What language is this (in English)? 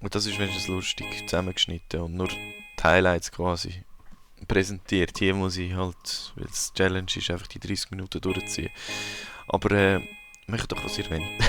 Swiss German